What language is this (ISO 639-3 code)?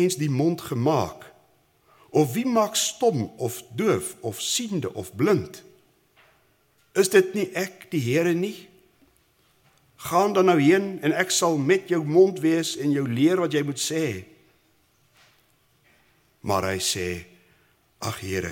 afr